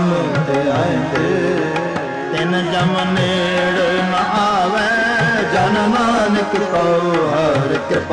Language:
Punjabi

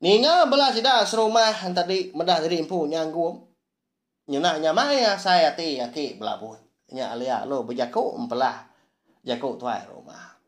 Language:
Iban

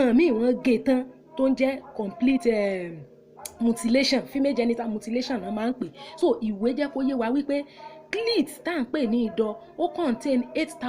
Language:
Yoruba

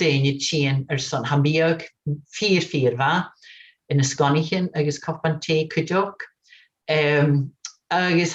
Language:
Scottish Gaelic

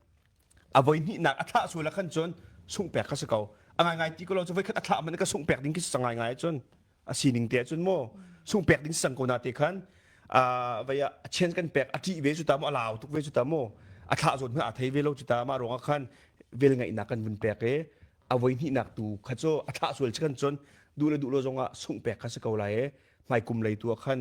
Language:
Hakha Chin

